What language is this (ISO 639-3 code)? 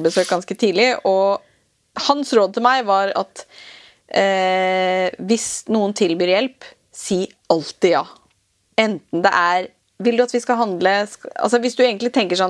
nor